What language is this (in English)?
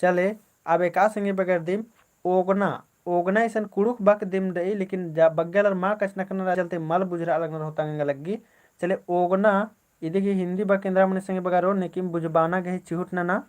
Kurukh